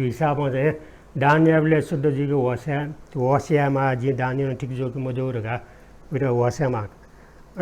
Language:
Newari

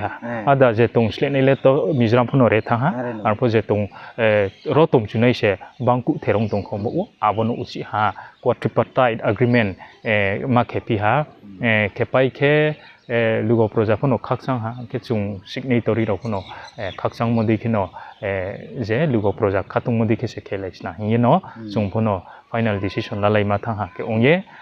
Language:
Riang (India)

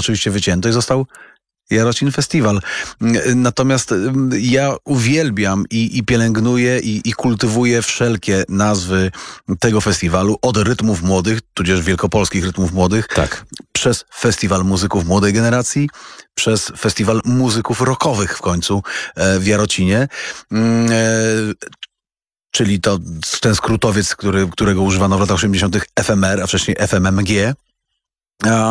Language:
Polish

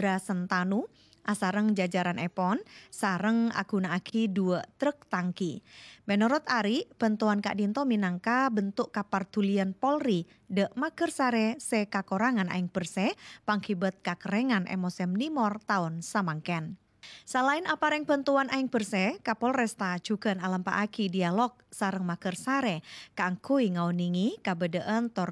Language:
Madurese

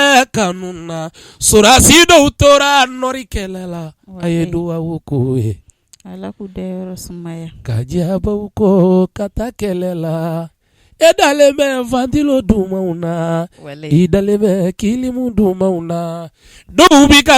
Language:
Bambara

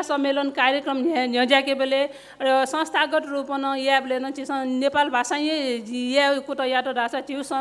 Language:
Newari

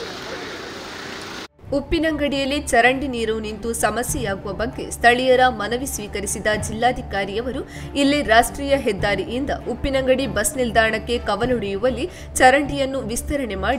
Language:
Kannada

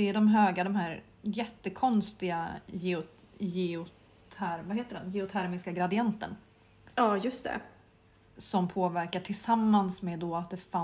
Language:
Swedish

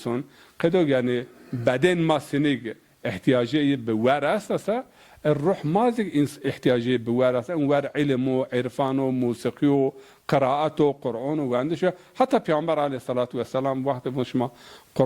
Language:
Zaza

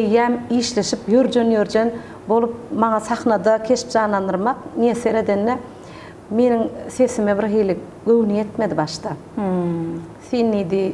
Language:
Turkmen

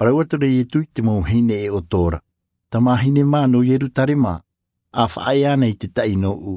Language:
Tahitian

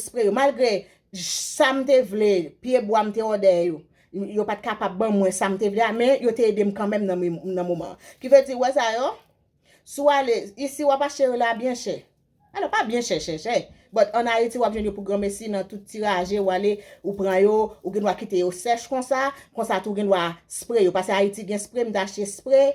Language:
Haitian Creole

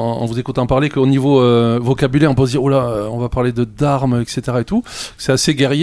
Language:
French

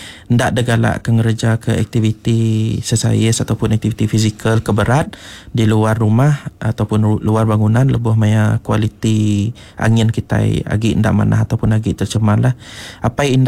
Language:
Iban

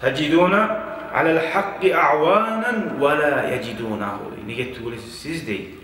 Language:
Kumyk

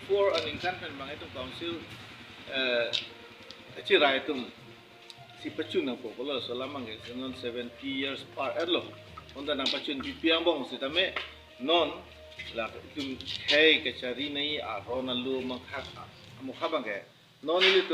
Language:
Karbi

